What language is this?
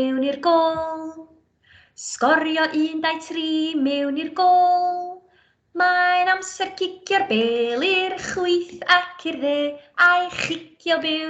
Welsh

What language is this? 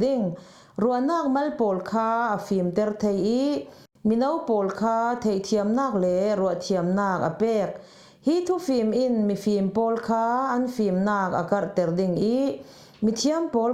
Falam Chin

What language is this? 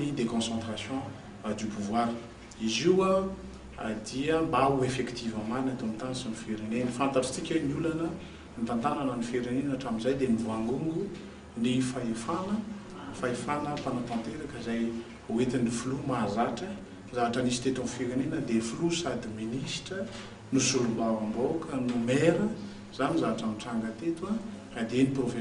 Malagasy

